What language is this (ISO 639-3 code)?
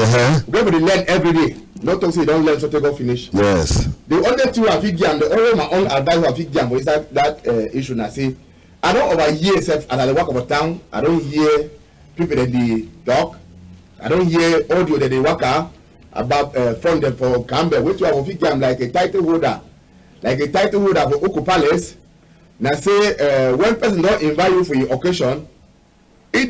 wes